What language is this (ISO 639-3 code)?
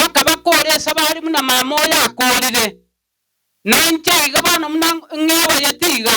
guz